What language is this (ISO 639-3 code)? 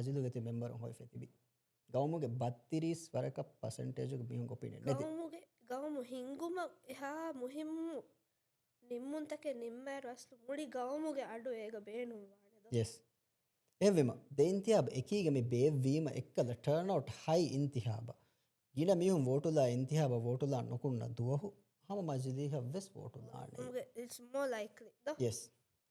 div